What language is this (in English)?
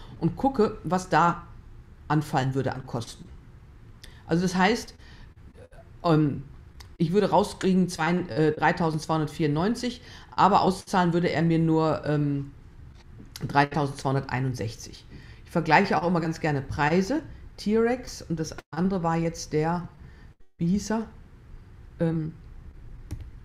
German